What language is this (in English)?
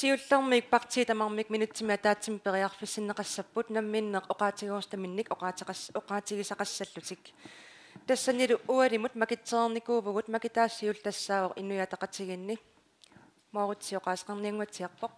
Kalaallisut